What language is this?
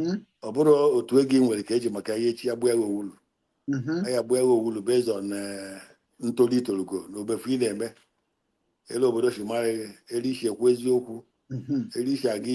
Igbo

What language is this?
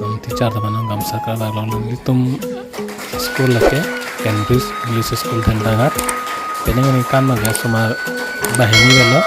Karbi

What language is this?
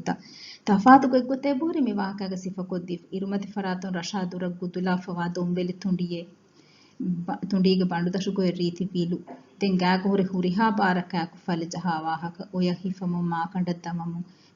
Divehi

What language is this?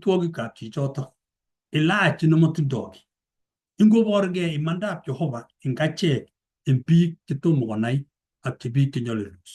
Kalenjin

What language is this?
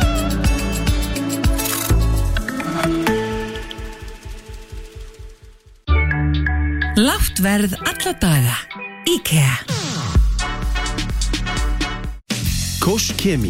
Icelandic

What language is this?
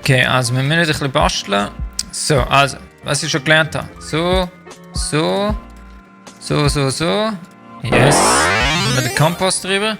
Swiss German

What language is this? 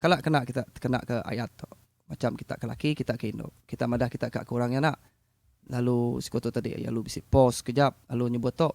Iban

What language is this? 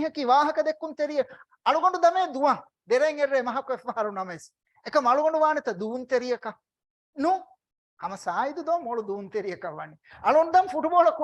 Divehi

